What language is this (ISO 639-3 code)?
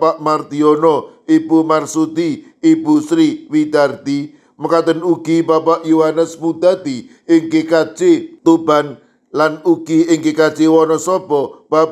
jav